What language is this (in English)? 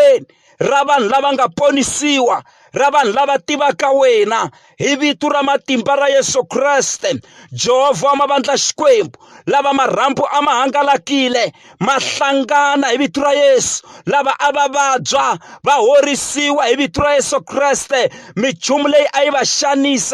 Tsonga